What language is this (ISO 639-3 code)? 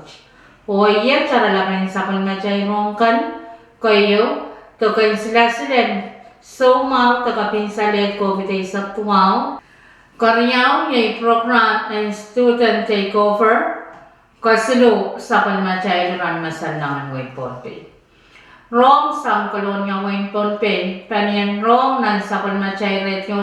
pon